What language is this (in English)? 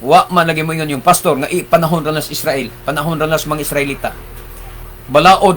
Cebuano